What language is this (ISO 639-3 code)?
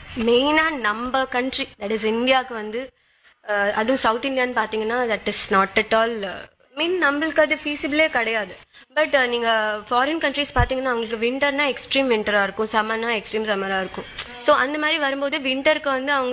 tam